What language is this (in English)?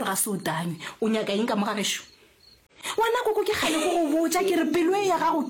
Northern Sotho